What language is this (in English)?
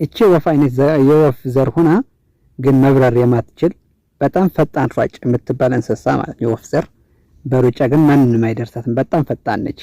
Amharic